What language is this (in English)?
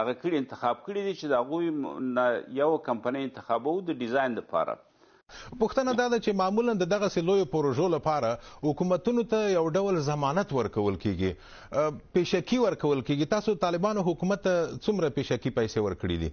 Pashto